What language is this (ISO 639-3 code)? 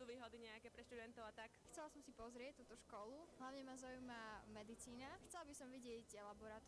slk